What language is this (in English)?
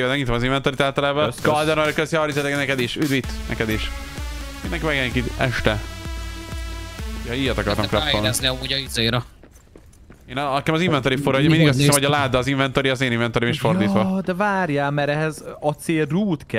Hungarian